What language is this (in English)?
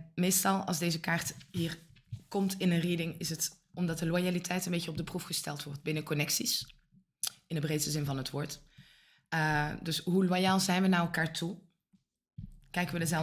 Dutch